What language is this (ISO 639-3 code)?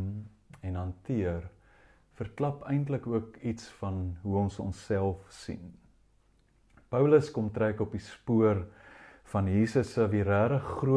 afr